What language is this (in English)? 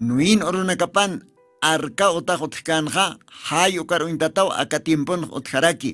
Aymara